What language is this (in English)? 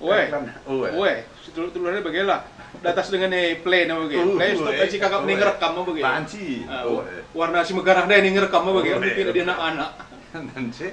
Batak Karo